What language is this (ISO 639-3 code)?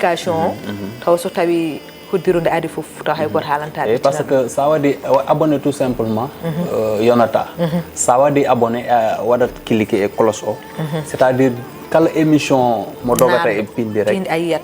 ful